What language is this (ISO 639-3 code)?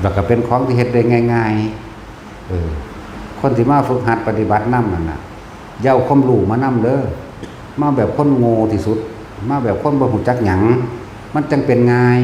tts